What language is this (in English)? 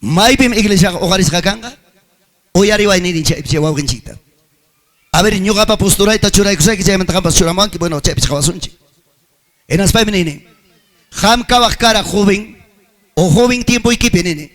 Ayacucho Quechua